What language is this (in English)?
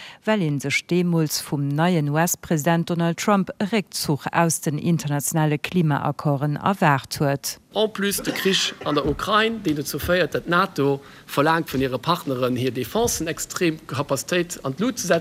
Luxembourgish